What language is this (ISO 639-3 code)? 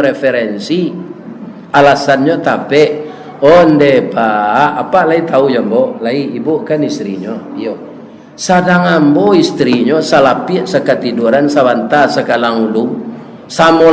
min